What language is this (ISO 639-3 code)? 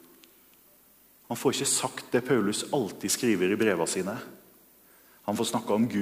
nor